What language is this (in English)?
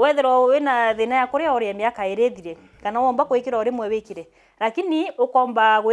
Meru